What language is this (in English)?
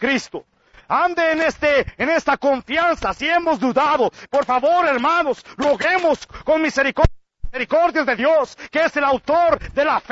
Spanish